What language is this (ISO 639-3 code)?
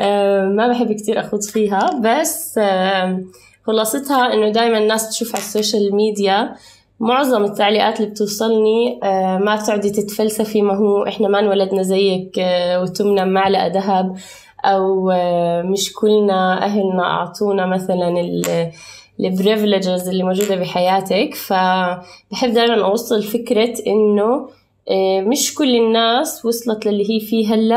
apc